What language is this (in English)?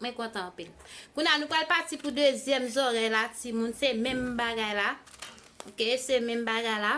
Haitian Creole